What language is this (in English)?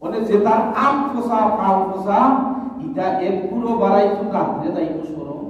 Sylheti